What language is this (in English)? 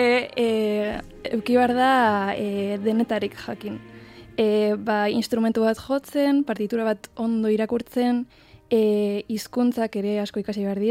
Basque